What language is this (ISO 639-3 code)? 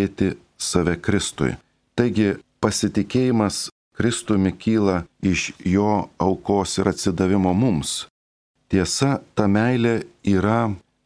lit